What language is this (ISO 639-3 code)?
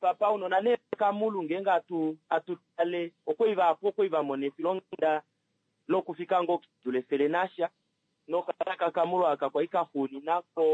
kua